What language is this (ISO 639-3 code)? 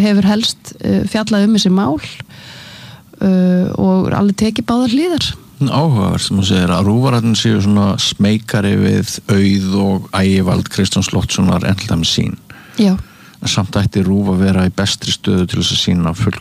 isl